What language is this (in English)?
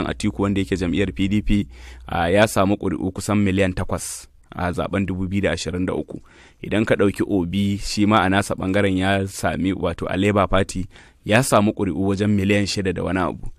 Hausa